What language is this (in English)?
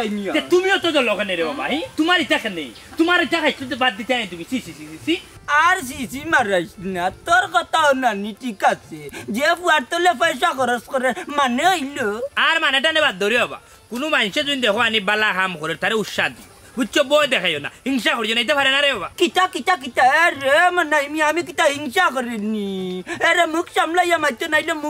Sylheti